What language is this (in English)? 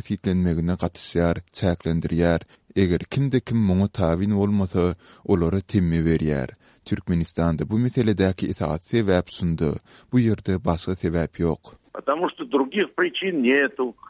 Turkmen